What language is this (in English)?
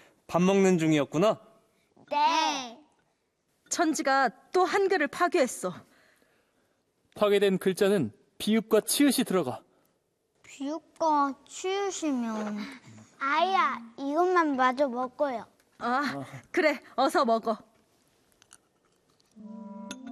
Korean